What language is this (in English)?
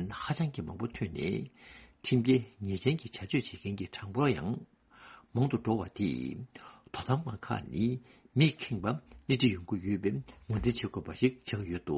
Tibetan